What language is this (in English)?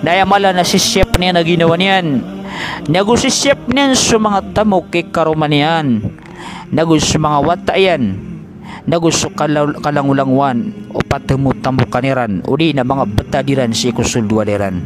Maranao